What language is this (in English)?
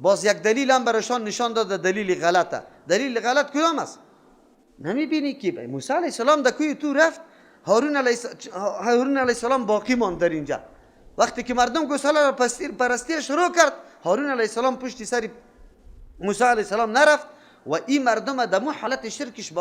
Persian